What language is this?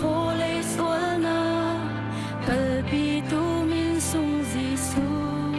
Hakha Chin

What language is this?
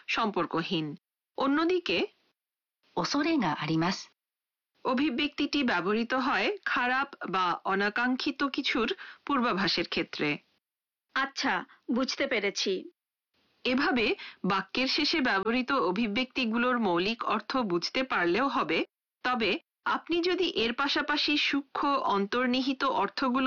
Bangla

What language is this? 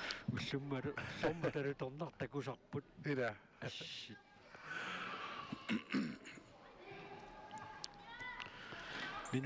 Kalaallisut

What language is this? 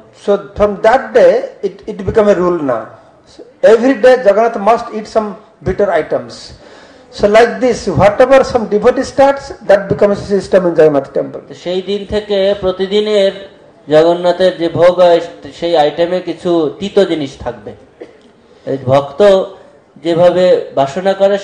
Bangla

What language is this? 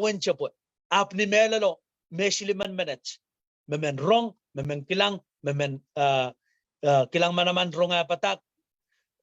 Pohnpeian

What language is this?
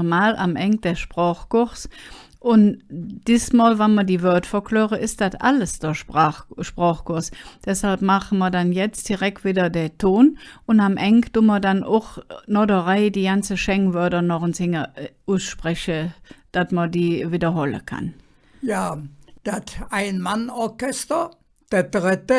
Colognian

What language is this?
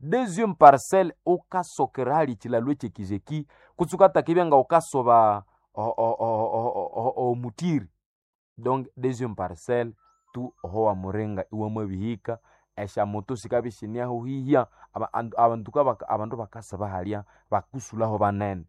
Nande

